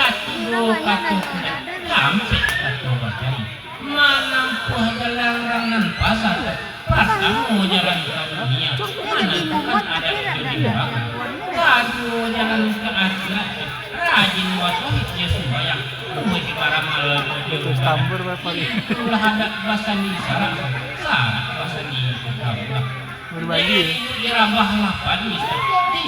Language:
Minangkabau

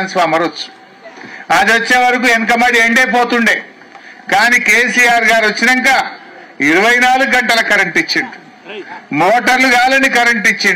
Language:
Telugu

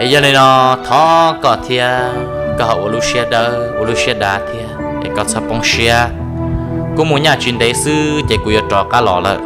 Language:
Hmong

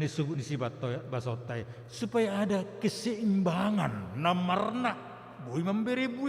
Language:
Batak Simalungun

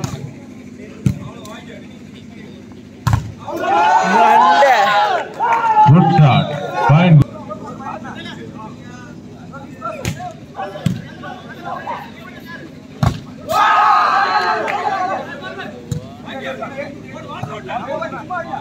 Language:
Tamil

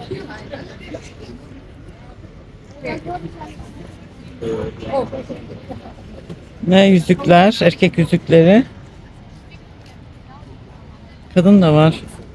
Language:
Turkish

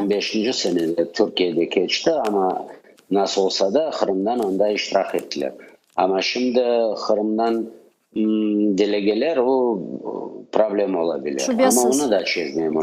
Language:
Crimean Tatar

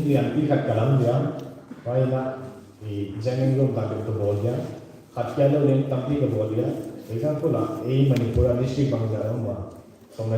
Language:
Paite Chin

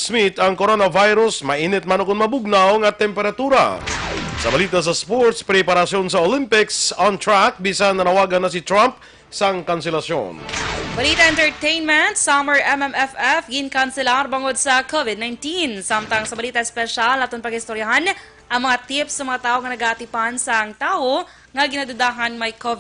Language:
Hiligaynon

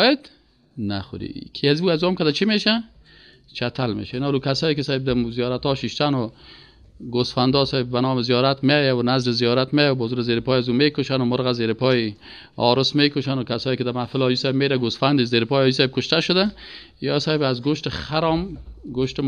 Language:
Persian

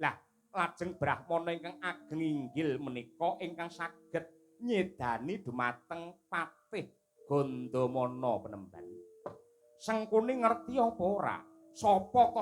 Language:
Javanese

